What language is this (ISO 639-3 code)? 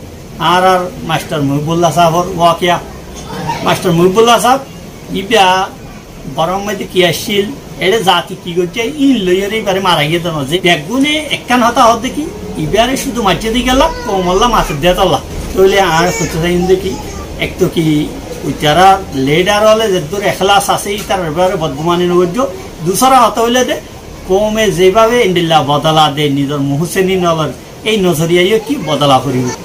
rhg